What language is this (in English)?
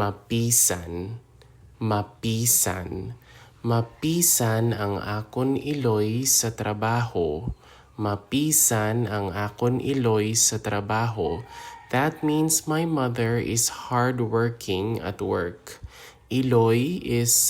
Hiligaynon